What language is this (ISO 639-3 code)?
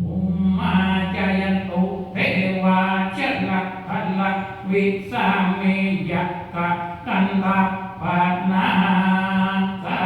pli